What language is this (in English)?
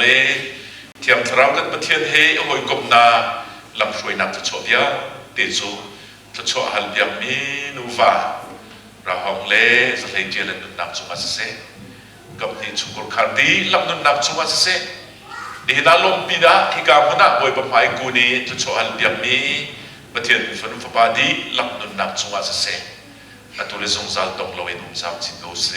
Hakha Chin